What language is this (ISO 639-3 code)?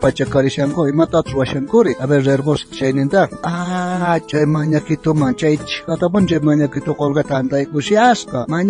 quh